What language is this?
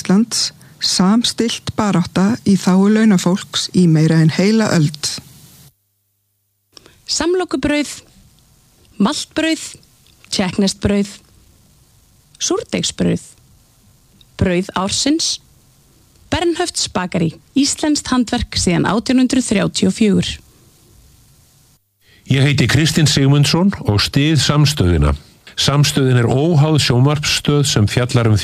Icelandic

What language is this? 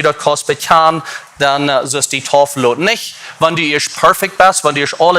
Plautdietsch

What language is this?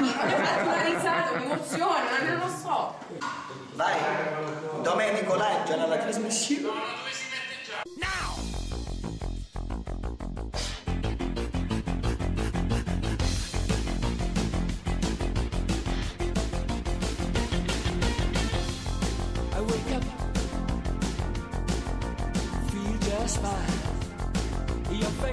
Italian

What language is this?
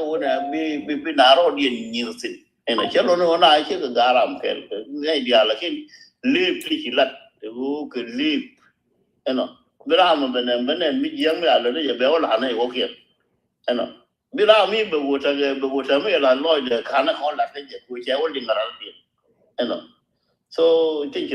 Nuer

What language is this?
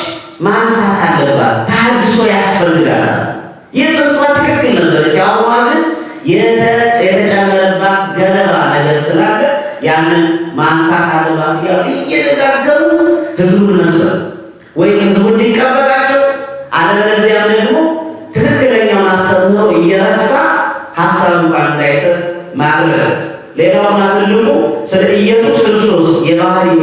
Amharic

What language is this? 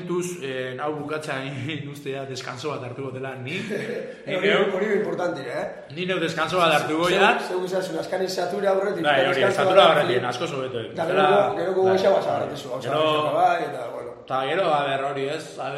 Basque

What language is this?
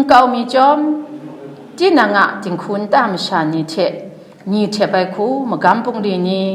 Kachin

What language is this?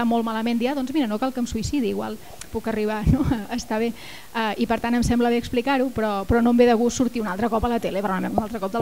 Catalan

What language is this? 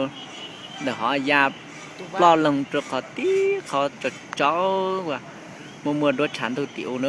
Hmong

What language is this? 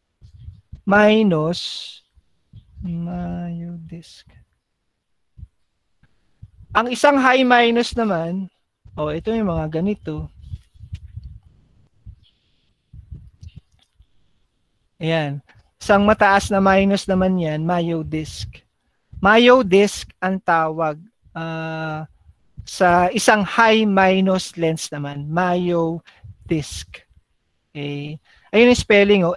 Filipino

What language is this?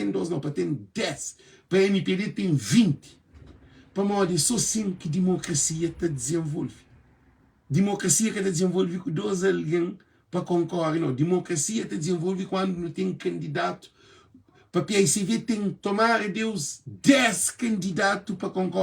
Kabuverdianu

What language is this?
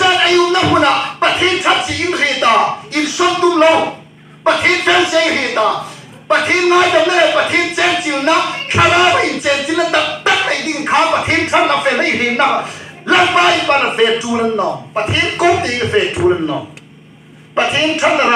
Hmar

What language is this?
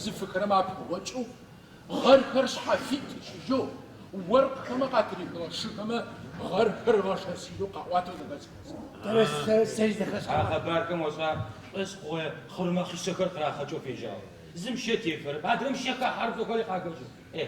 Adyghe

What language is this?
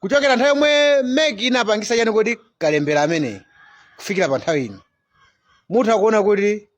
Nyanja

